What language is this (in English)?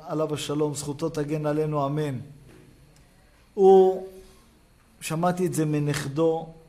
Hebrew